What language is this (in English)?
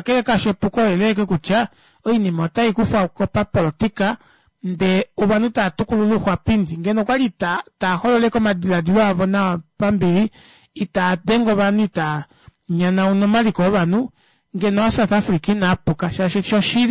Kuanyama